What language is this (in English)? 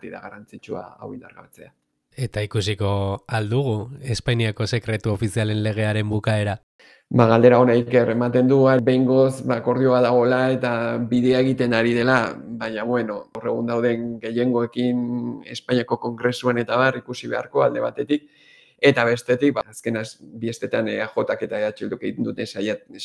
Basque